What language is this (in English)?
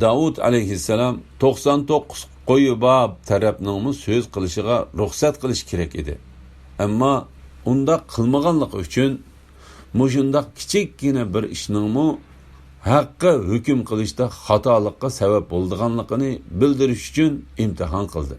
Uyghur